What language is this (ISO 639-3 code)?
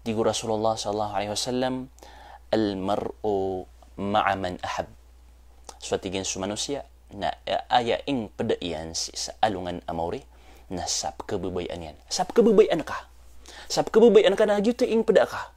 mrw